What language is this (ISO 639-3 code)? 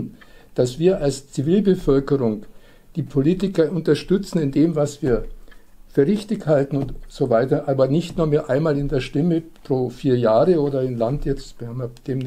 deu